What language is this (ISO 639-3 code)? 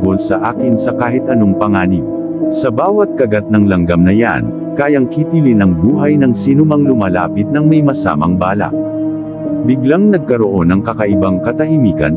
fil